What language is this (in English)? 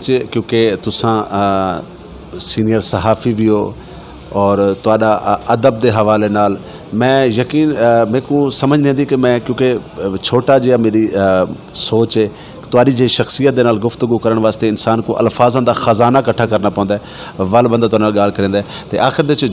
Saraiki